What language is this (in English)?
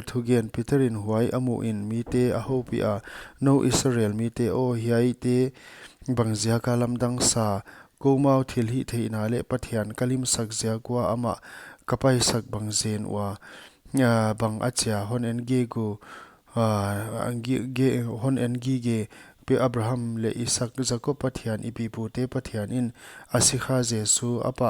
Paite Chin